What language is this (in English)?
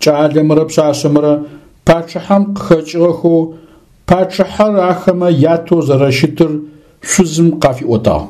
Adyghe